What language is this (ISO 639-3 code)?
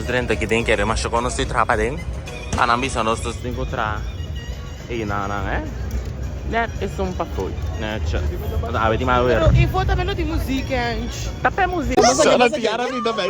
pap